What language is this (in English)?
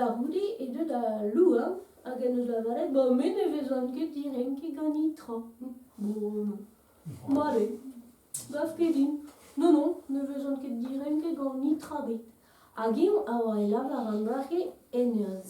Breton